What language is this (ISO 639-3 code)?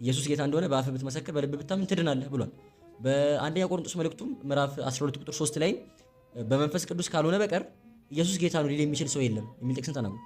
amh